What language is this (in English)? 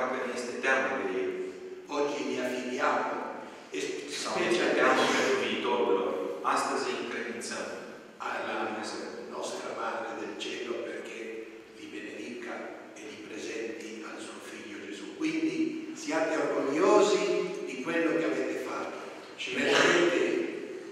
Romanian